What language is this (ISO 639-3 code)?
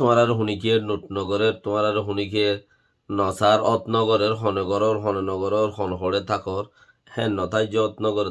rhg